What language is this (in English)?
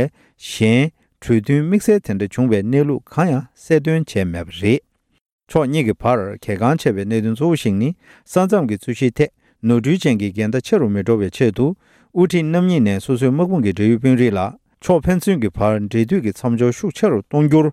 Tibetan